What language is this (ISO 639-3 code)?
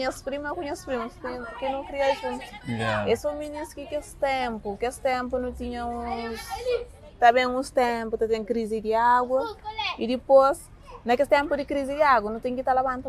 kea